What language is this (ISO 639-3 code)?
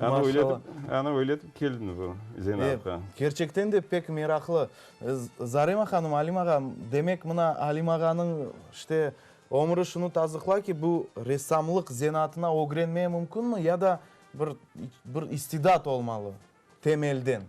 crh